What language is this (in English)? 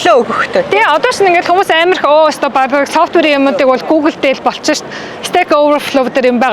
Mongolian